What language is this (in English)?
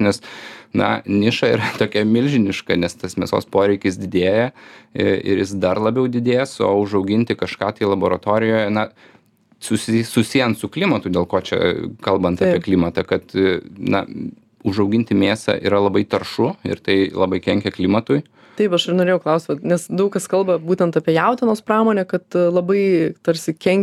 Lithuanian